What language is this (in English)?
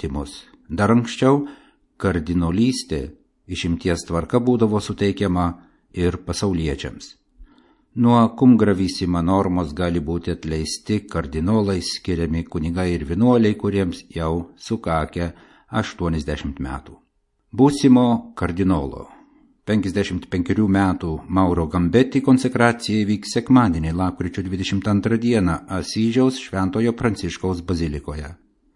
Lithuanian